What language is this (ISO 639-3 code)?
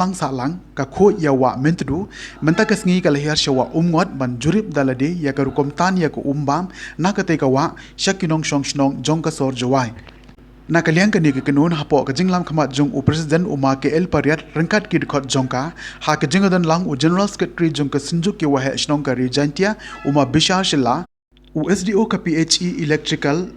kha